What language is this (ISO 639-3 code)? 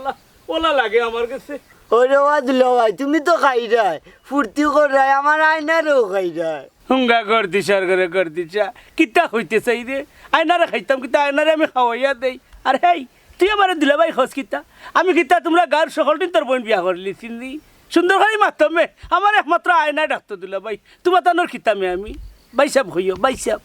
syl